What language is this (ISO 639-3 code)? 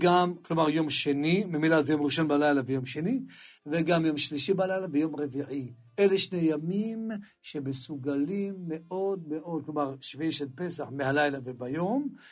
heb